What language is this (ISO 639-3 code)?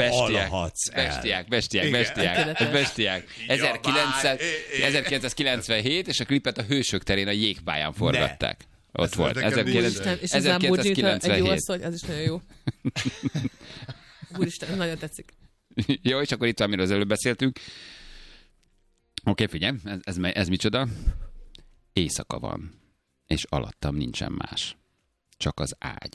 hun